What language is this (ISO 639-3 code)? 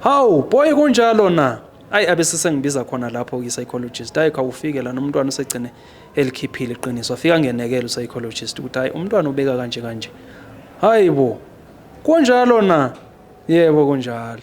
zul